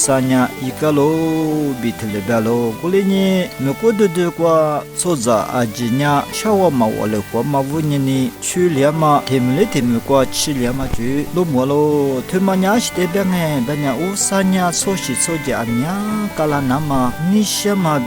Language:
Lisu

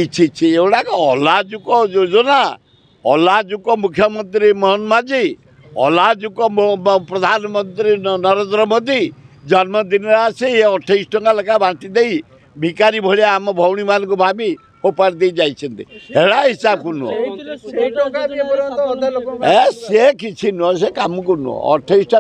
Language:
Odia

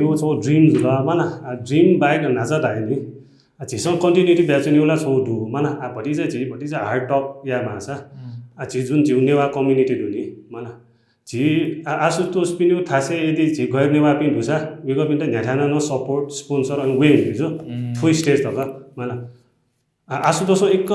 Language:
Newari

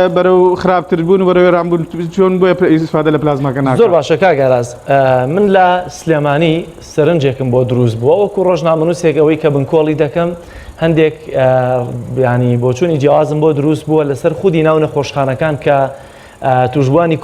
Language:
Central Kurdish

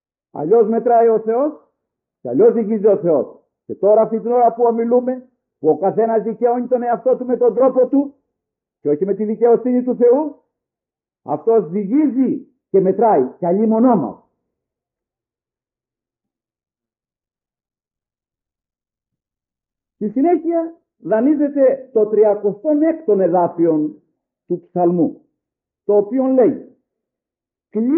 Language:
Greek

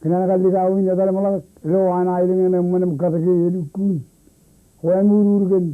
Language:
Marshallese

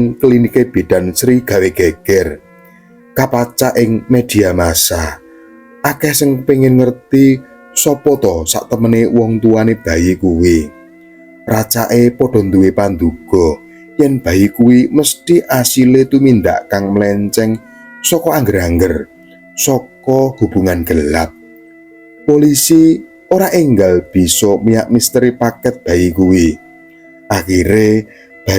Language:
Javanese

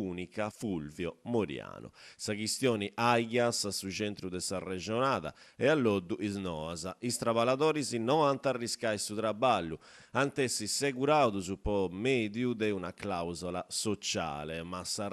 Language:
Sardinian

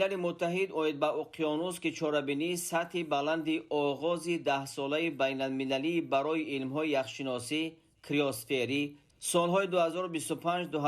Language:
Tajik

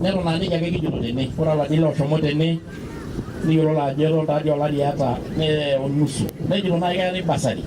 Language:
Masai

